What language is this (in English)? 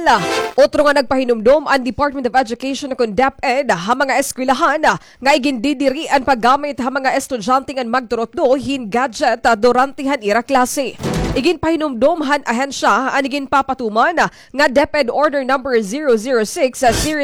Waray